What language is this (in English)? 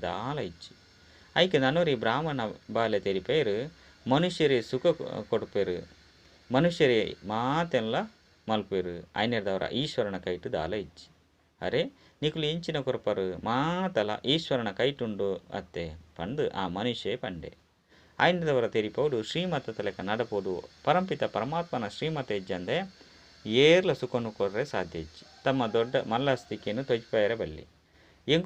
Tulu